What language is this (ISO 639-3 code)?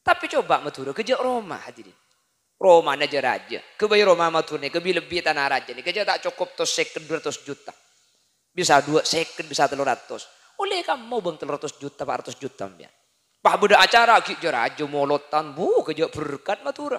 mad